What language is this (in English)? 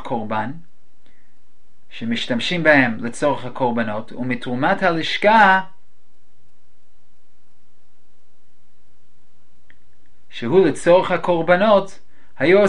Hebrew